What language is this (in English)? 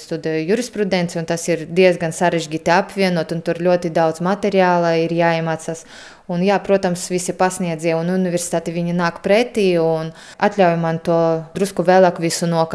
Latvian